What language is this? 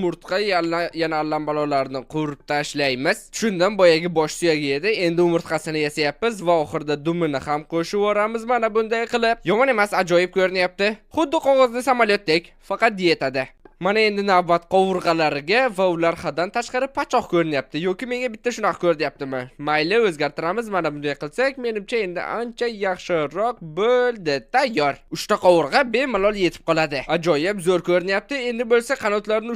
Uzbek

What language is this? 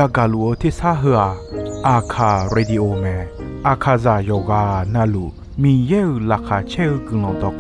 Akha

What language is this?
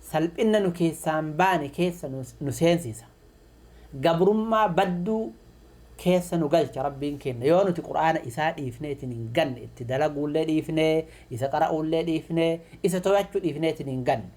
Oromo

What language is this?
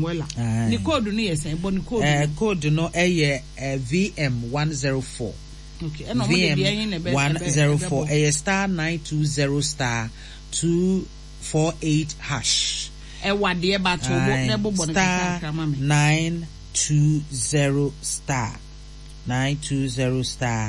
Akan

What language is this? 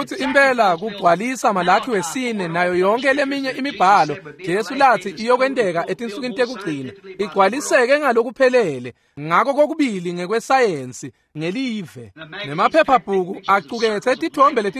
Swati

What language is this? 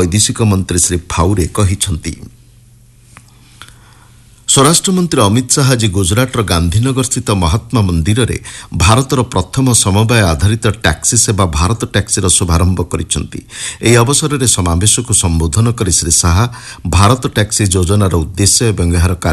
Odia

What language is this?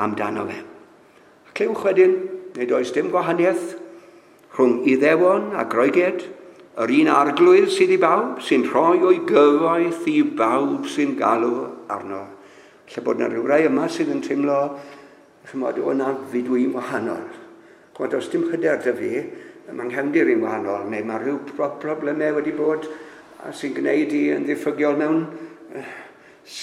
Welsh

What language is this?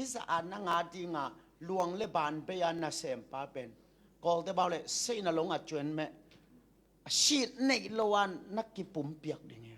Tedim Chin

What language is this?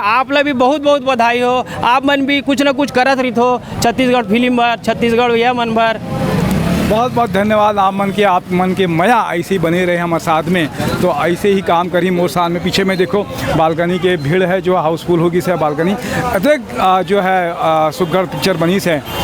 Chhattisgarhi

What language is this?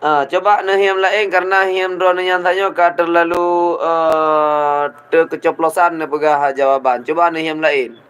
Achinese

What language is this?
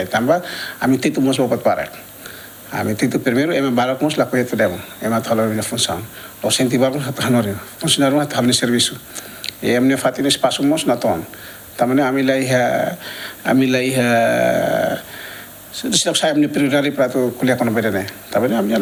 Tetum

